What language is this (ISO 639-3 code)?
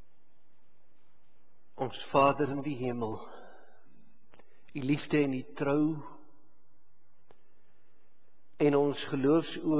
afr